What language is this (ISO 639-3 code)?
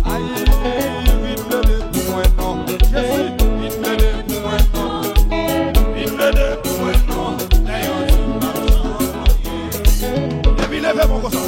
hat